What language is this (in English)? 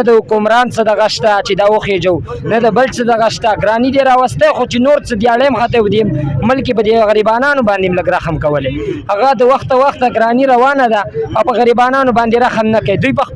Pashto